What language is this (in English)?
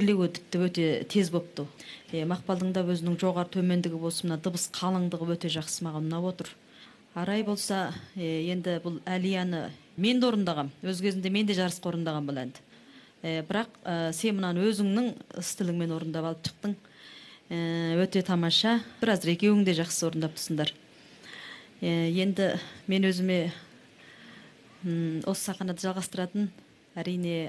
Kazakh